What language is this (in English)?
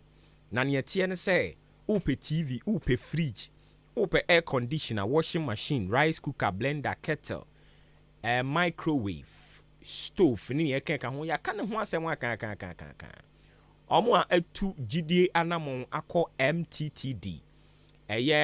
Akan